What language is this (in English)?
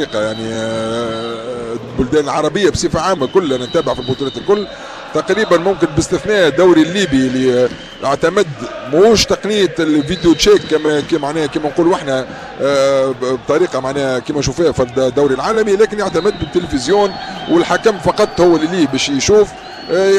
Tunisian Arabic